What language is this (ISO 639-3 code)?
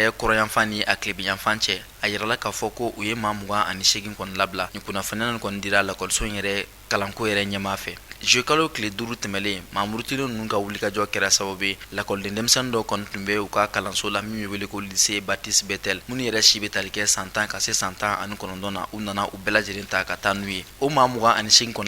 bam